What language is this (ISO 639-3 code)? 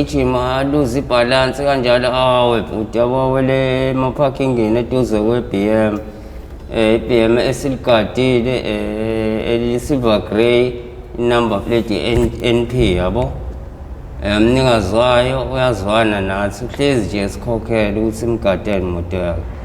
zul